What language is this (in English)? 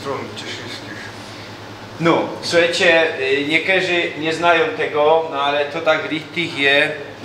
Silesian